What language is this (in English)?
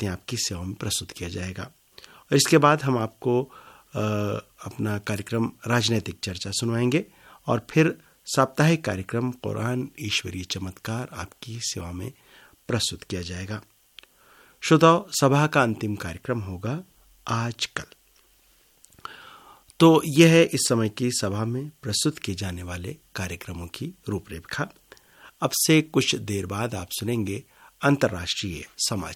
Hindi